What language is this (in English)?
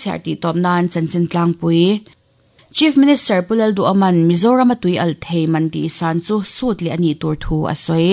Mizo